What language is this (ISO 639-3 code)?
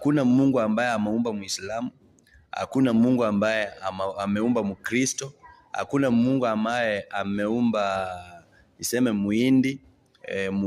swa